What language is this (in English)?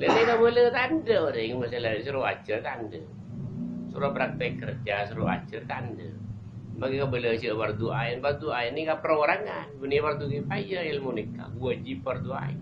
Madurese